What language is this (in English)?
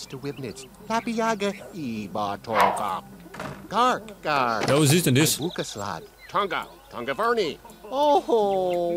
Bavarian